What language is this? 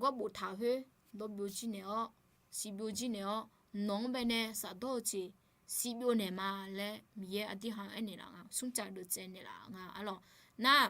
Akha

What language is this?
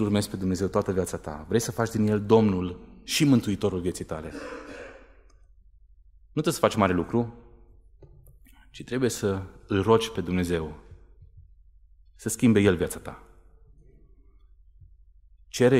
Romanian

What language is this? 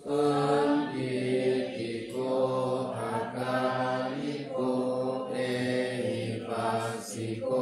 Pali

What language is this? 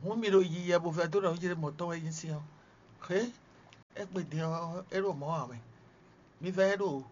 Fon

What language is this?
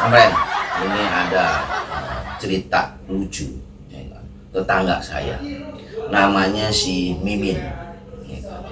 Betawi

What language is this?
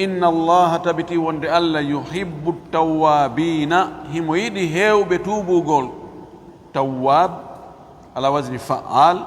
Fula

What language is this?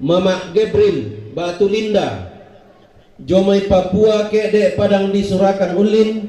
Toraja-Sa'dan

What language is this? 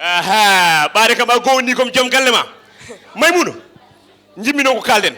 Fula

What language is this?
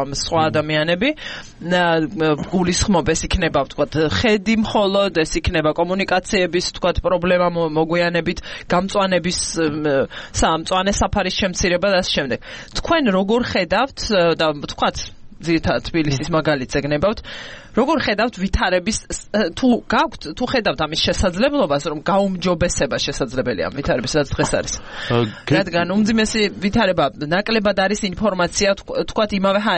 Georgian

